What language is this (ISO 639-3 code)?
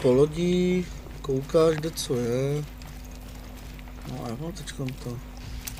ces